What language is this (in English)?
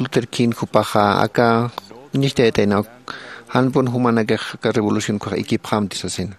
Aymara